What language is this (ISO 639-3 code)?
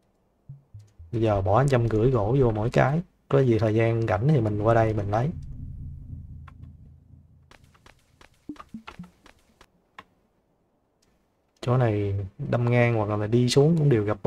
vie